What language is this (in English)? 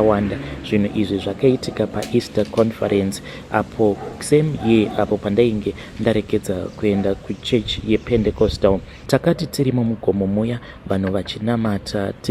Shona